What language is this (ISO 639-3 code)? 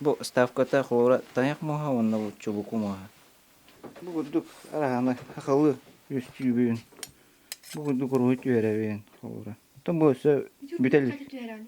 sah